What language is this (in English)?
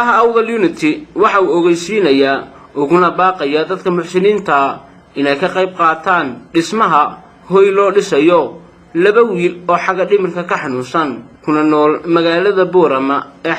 Somali